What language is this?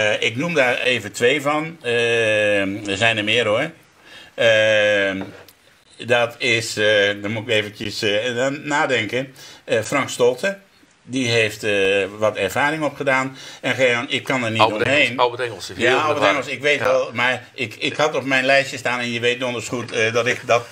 Dutch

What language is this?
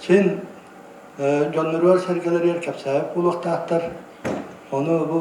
Yakut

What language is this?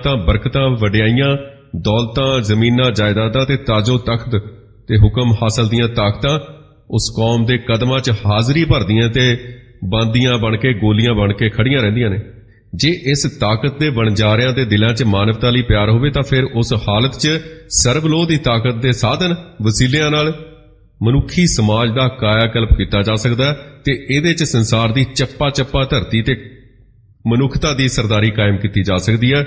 Punjabi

